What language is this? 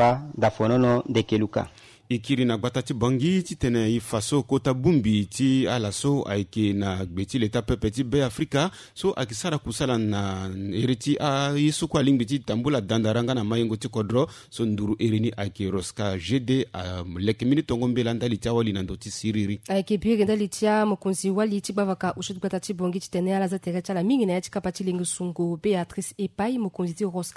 Sango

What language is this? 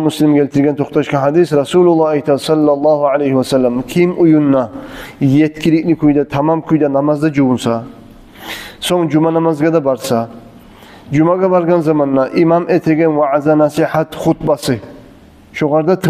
Kumyk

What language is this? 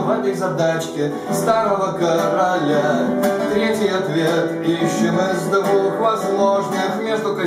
Russian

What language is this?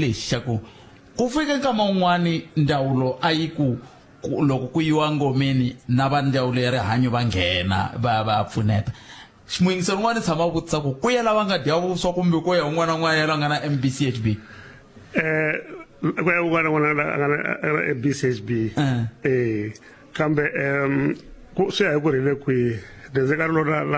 Tsonga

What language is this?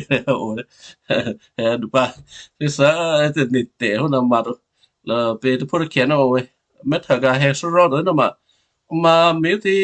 Western Kayah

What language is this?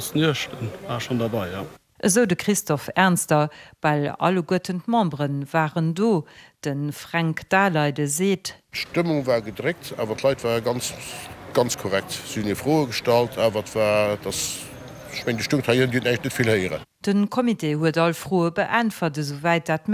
Luxembourgish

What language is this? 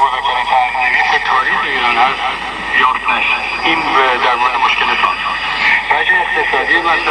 Persian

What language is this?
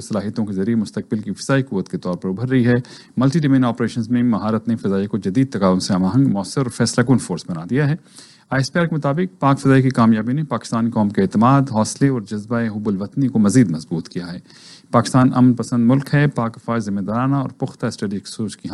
Urdu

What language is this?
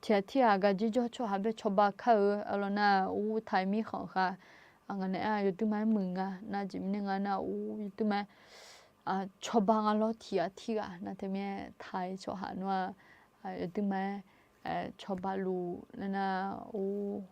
Akha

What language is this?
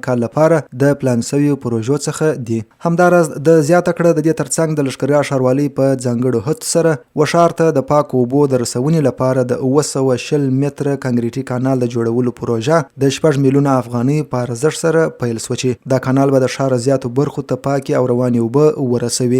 Pashto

